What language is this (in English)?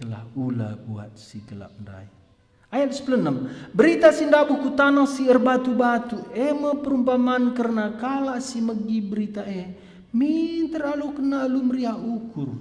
Batak Karo